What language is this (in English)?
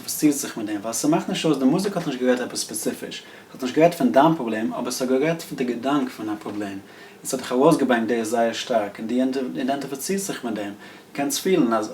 Yiddish